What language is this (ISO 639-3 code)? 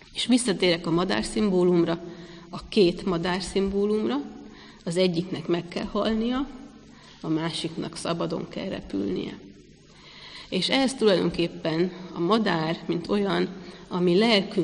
hun